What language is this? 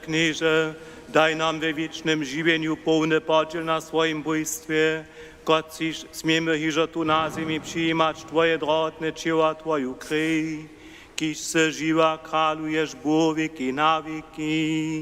Upper Sorbian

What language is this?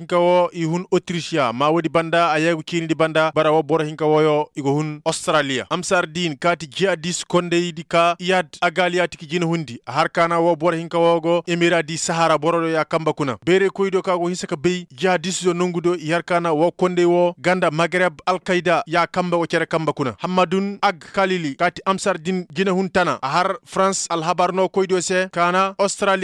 Koyraboro Senni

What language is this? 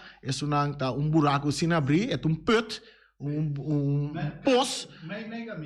Papiamento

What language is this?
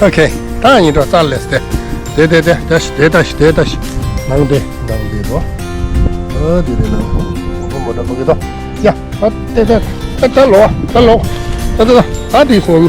Tibetan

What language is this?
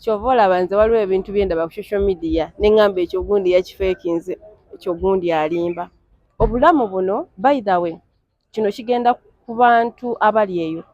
Ganda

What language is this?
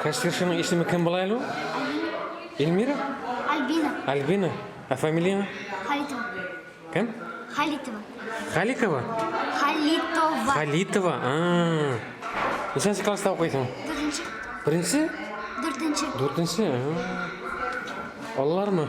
Bashkir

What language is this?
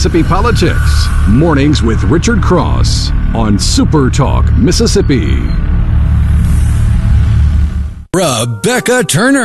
English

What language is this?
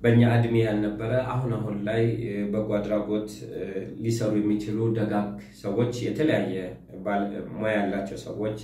Amharic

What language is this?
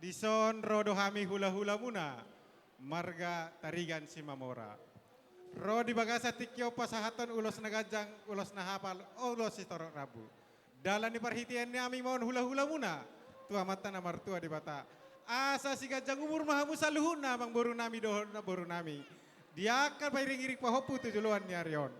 Batak Toba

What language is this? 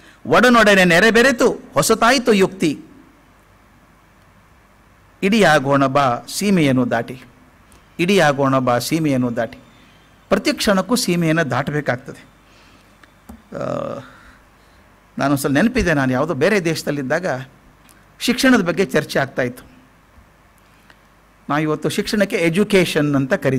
Kannada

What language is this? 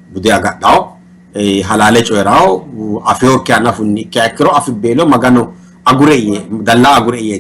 Sidamo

